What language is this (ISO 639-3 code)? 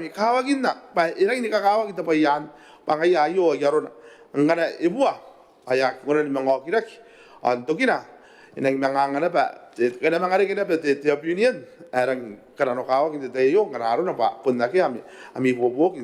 gil